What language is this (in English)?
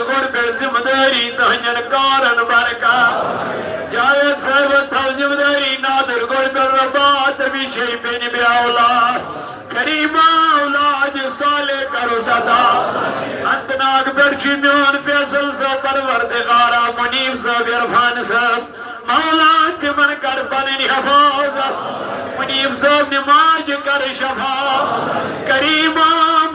Kashmiri